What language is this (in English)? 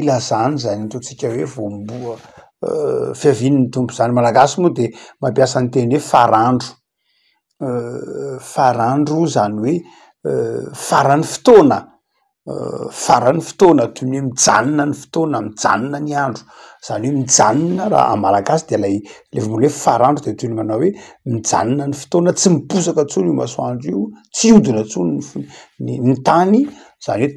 Malagasy